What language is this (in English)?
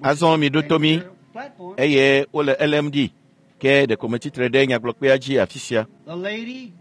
Ewe